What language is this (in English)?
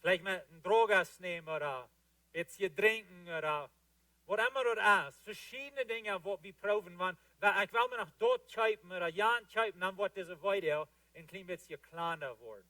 Plautdietsch